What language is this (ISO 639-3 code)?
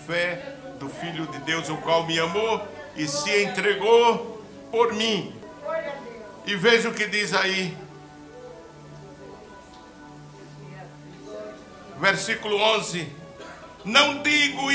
por